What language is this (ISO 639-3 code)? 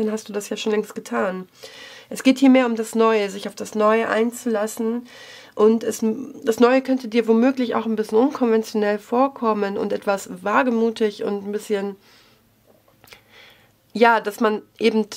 deu